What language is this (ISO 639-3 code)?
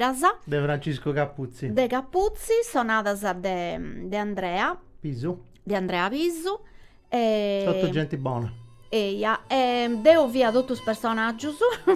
srd